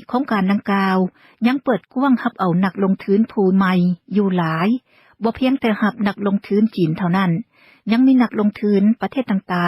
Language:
Lao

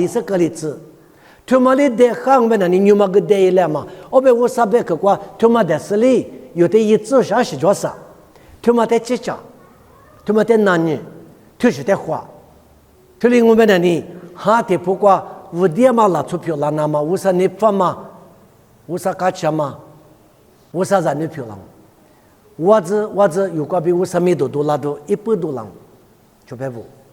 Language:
Lisu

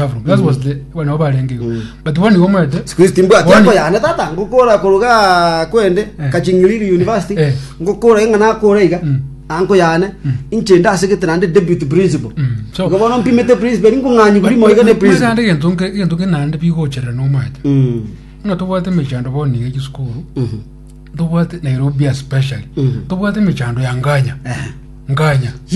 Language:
Gusii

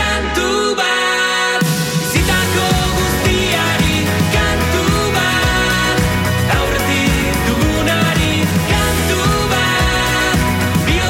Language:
Basque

